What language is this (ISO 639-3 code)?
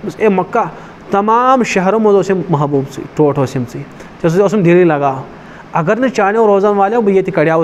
kas